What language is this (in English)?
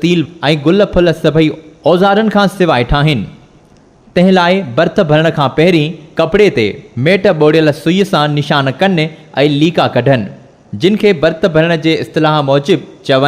Sindhi